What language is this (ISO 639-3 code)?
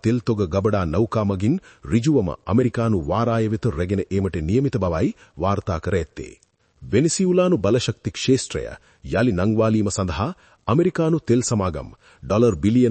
sin